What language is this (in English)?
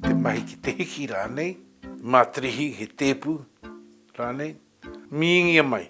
Māori